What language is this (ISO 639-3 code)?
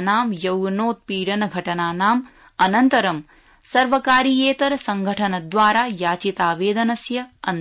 san